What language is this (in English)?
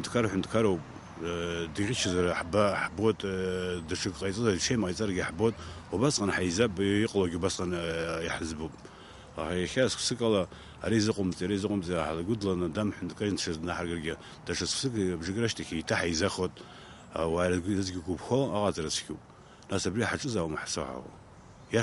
Abkhazian